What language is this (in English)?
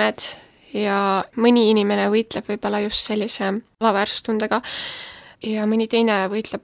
Estonian